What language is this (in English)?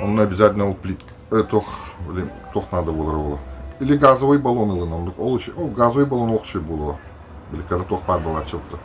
Yakut